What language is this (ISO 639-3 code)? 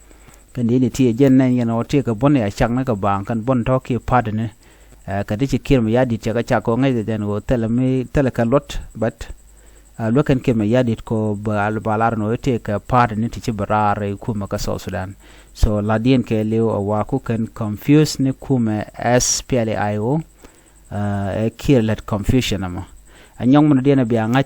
nus